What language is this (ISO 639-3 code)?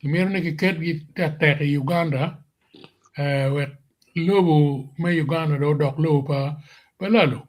ach